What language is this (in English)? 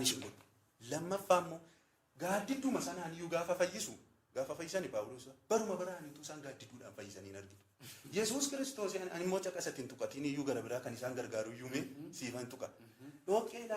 Oromo